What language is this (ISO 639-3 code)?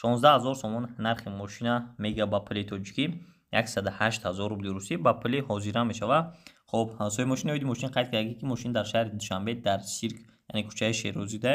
tgk